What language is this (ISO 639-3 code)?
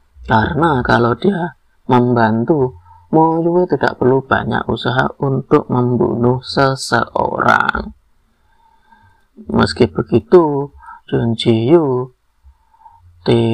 ind